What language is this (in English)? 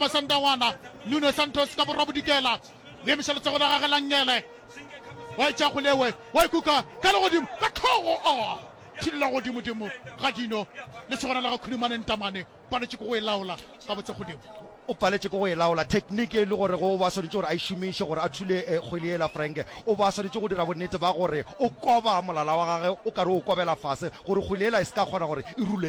Northern Sotho